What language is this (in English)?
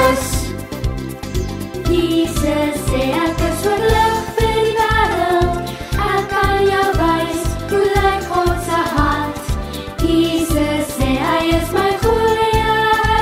Afrikaans